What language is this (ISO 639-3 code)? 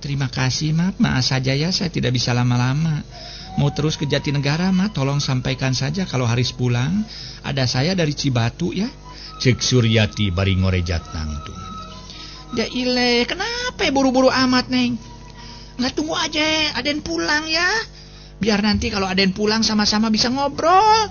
sun